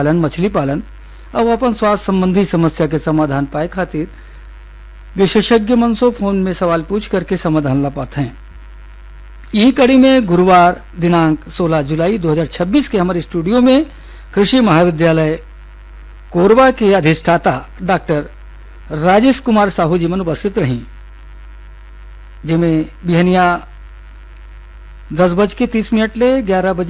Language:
Chhattisgarhi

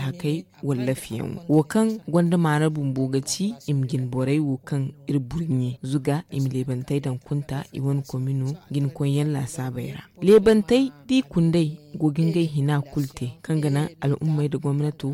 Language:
Zarma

